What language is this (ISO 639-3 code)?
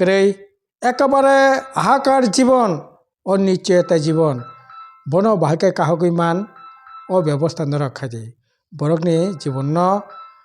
trp